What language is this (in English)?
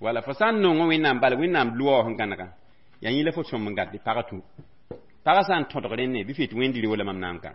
Mossi